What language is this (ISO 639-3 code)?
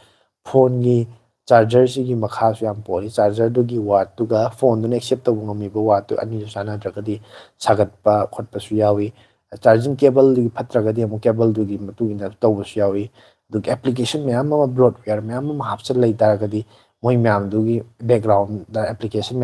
mni